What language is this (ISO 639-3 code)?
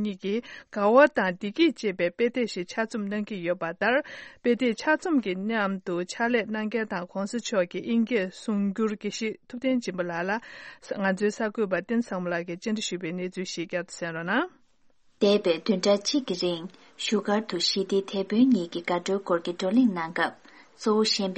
bod